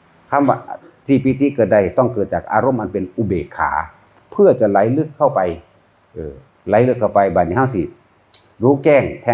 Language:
Northeastern Thai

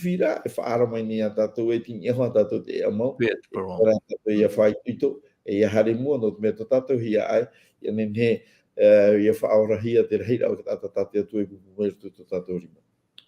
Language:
Tahitian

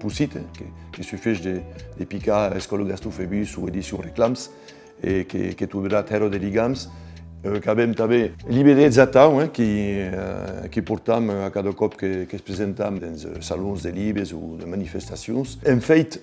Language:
Occitan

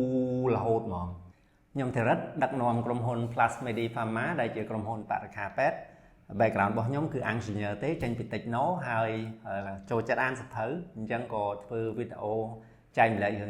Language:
Khmer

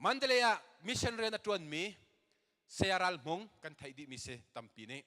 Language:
Hakha Chin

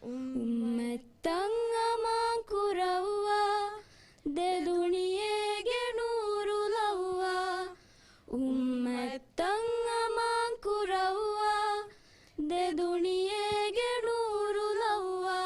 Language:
Divehi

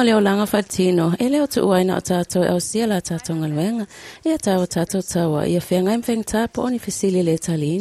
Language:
Samoan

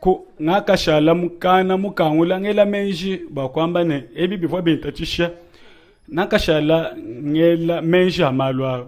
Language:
Luba-Lulua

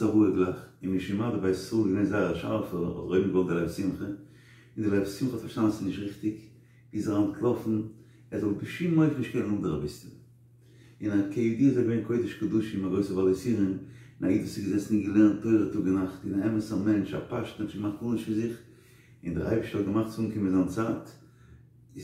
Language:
Yiddish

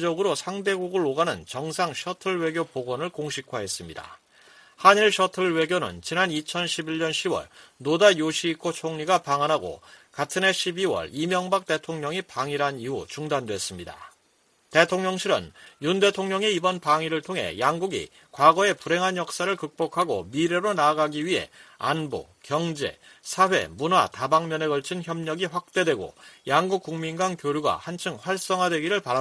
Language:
Korean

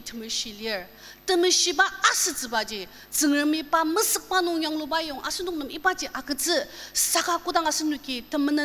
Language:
Ao Naga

